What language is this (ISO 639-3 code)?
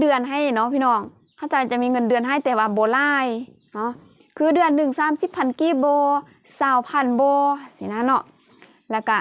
lao